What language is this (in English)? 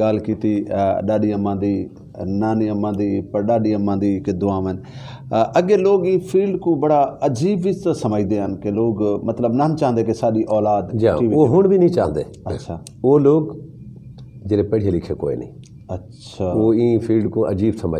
Saraiki